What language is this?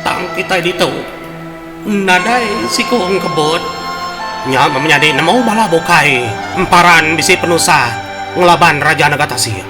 Iban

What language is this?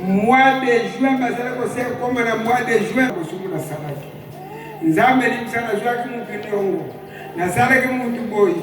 Lingala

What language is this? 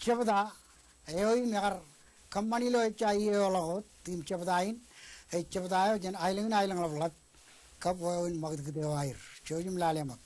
Marshallese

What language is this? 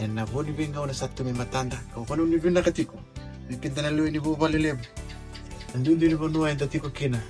Fijian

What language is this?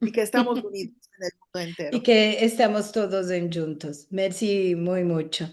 Ladino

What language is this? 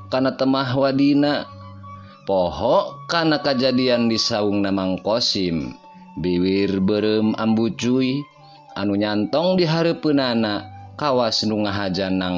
Sundanese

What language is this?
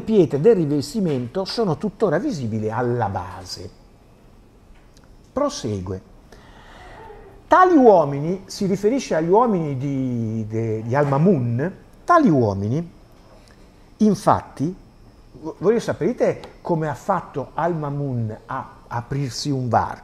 Italian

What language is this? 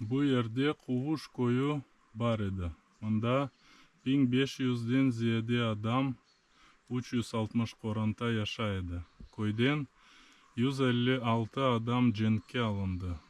Crimean Tatar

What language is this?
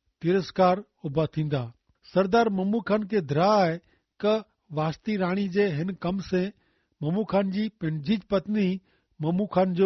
Kachhi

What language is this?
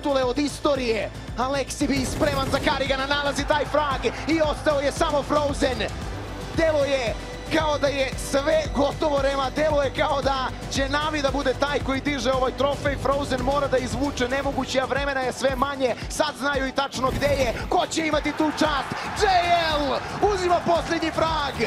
Serbian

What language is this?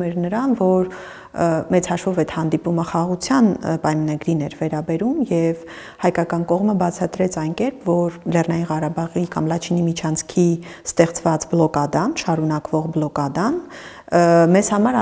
Armenian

